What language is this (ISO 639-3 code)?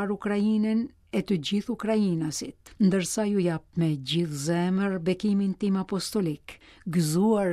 sqi